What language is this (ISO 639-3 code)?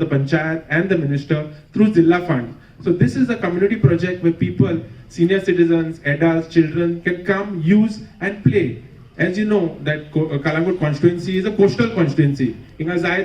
kok